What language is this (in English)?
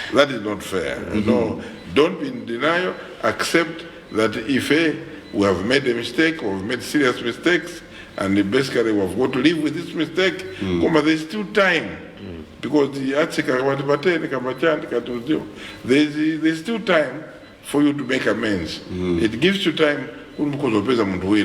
Nyanja